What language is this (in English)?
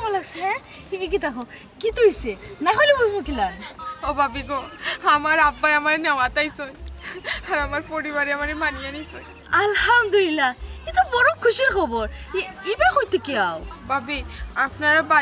Sylheti